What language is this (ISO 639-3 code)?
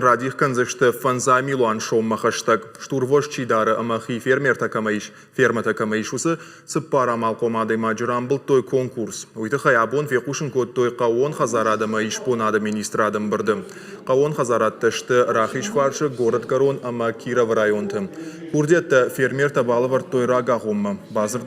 oss